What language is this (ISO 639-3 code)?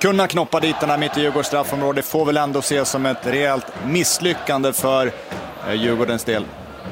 swe